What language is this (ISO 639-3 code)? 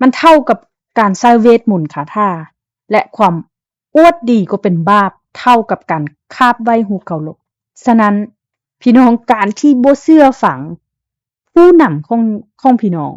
lao